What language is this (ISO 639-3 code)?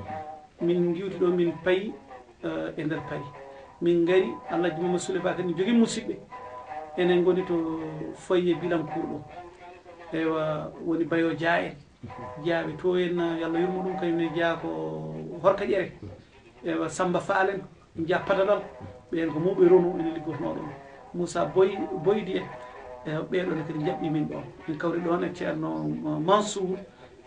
ful